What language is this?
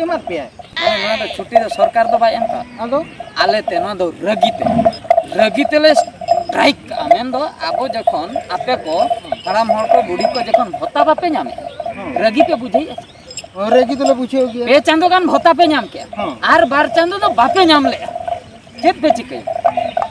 Santali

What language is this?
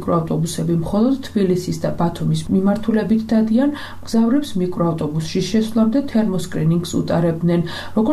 Georgian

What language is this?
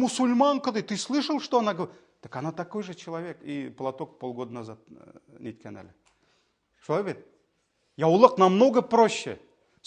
Tatar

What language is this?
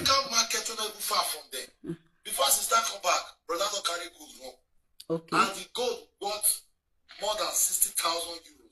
Nigerian Pidgin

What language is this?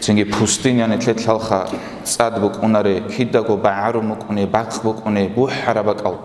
Avaric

